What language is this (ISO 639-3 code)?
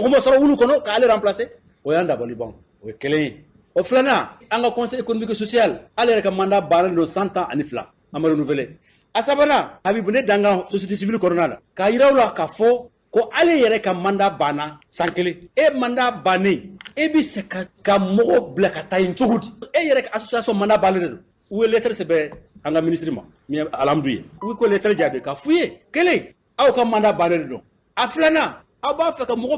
bam